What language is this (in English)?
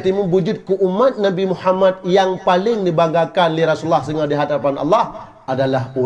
Achinese